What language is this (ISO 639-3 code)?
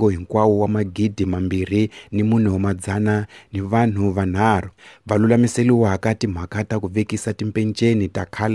tso